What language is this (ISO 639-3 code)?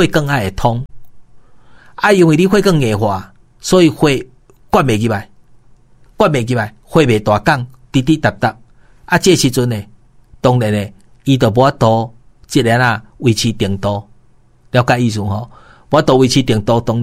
nan